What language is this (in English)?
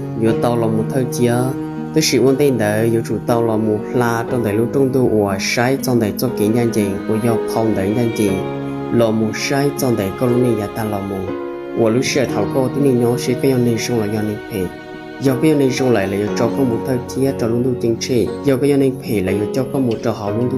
Hmong